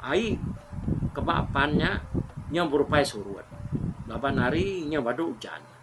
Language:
Iban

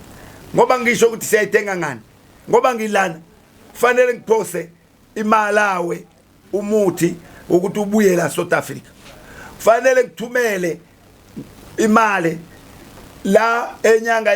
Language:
Zulu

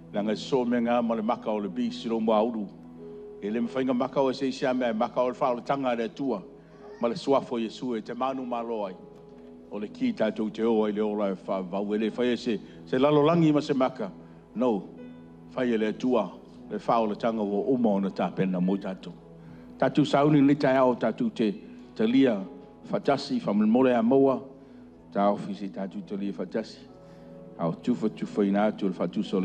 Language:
Samoan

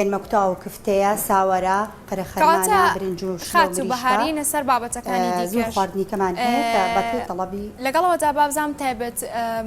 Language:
Central Kurdish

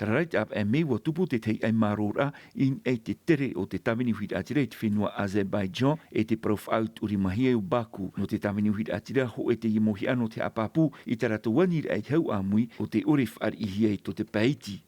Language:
Tahitian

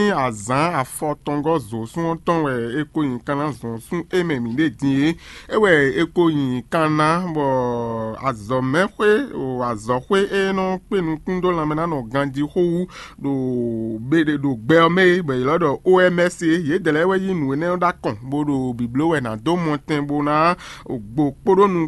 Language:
Fon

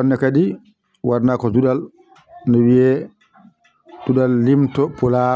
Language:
Fula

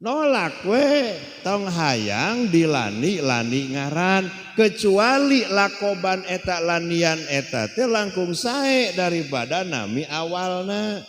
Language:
Sundanese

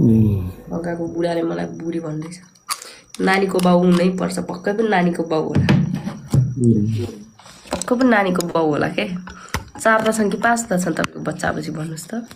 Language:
Nepali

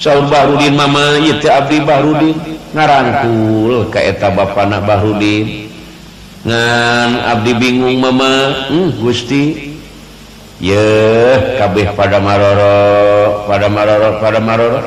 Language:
Sundanese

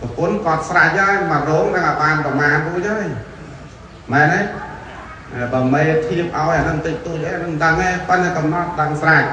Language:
Khmer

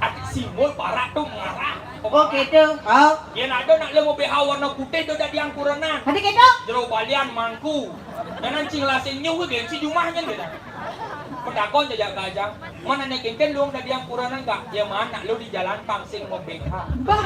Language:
Balinese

